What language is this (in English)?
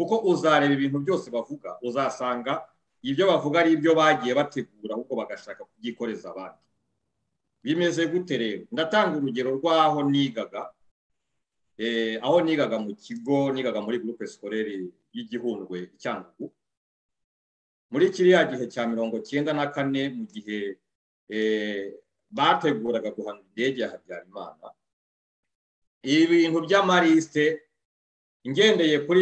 Kinyarwanda